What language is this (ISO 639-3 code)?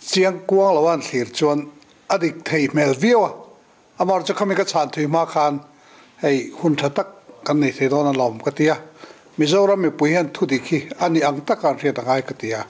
lus